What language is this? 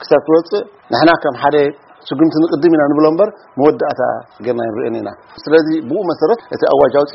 Tigrinya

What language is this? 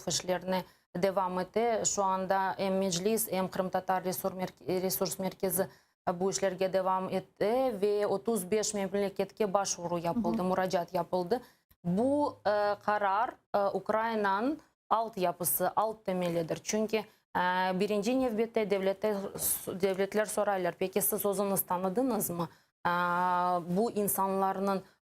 Crimean Tatar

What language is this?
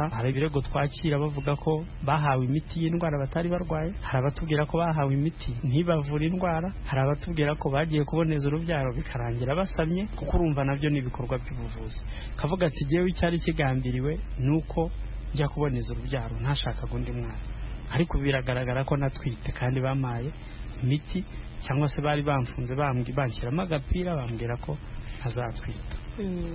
Kinyarwanda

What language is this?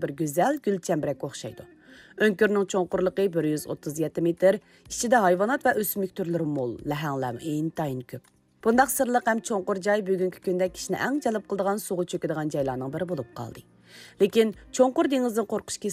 Uyghur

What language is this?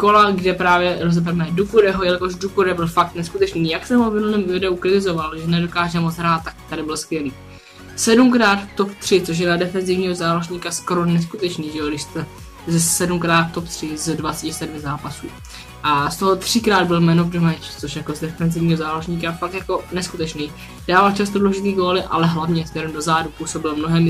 Czech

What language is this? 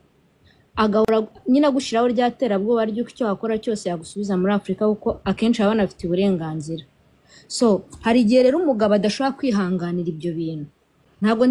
Kinyarwanda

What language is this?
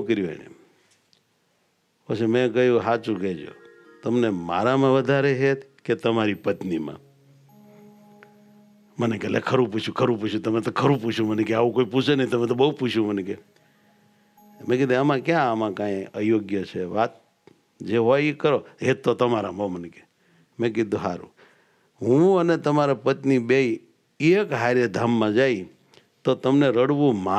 Gujarati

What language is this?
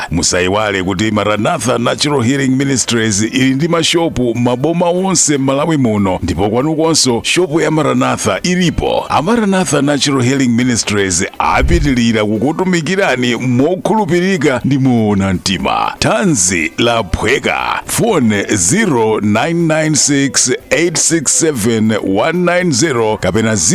Nyanja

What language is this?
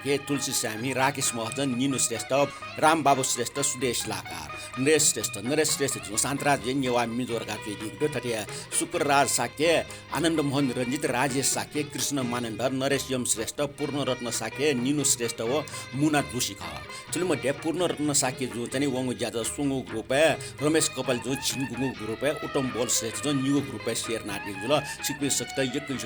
Newari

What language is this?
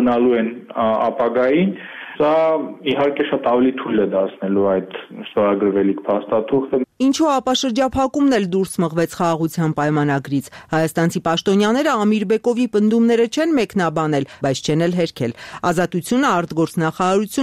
Armenian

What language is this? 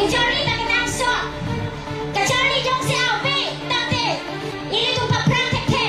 Karbi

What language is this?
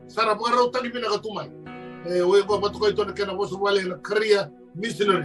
Fijian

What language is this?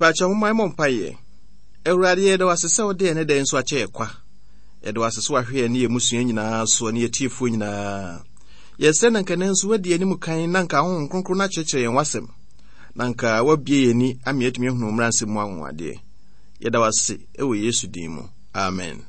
Akan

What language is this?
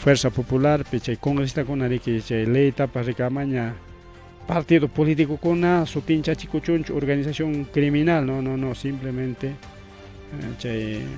Ayacucho Quechua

